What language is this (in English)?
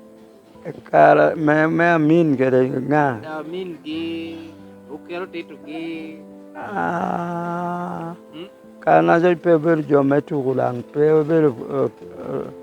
Lango (Uganda)